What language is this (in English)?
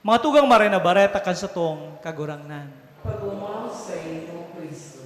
Bikol